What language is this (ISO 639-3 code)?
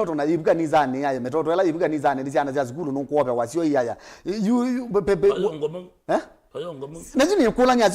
kam